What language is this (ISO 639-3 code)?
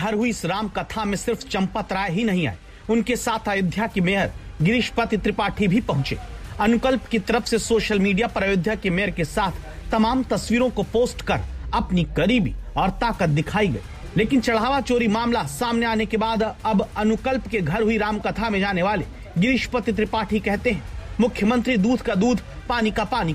hin